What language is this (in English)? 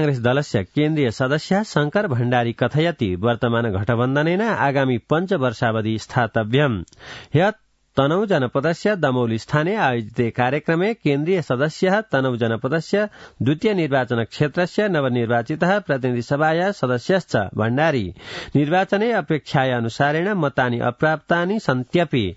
Sanskrit